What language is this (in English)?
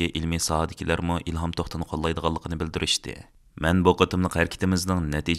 Uyghur